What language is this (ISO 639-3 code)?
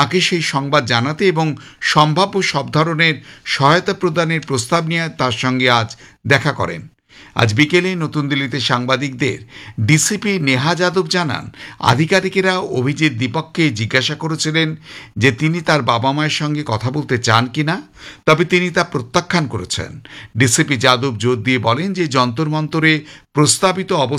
ben